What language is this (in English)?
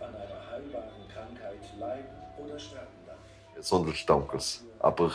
Romansh